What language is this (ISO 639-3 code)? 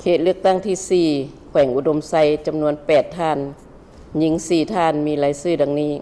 lao